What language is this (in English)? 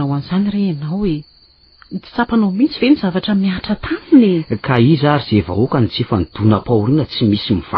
Malagasy